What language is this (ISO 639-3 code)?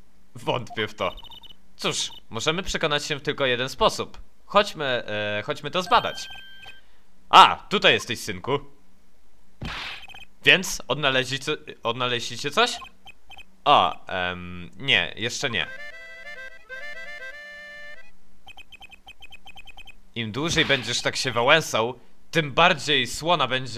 pol